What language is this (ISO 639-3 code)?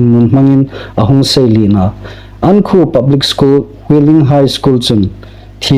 hmr